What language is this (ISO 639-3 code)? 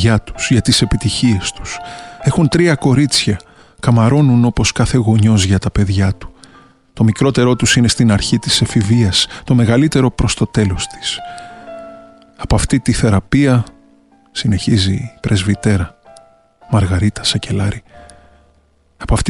ell